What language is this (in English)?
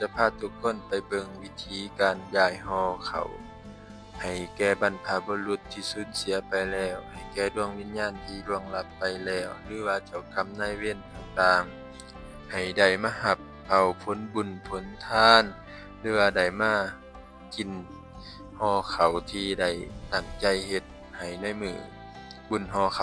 Lao